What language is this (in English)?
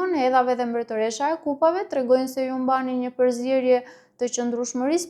Albanian